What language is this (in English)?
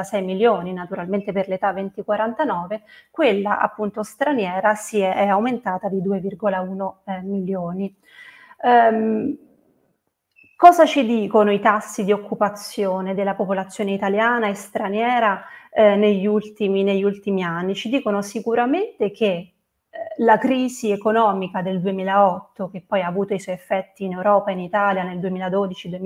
Italian